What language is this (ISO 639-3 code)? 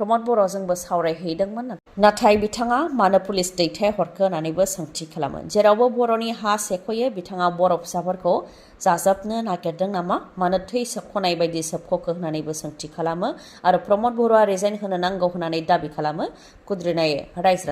brx